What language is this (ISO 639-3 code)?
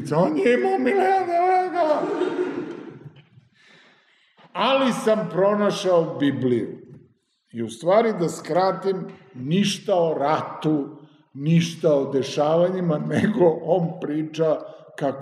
srp